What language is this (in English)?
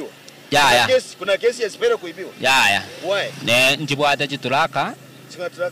Gusii